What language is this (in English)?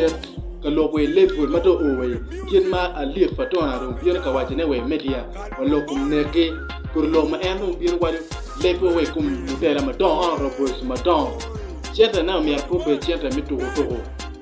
Acoli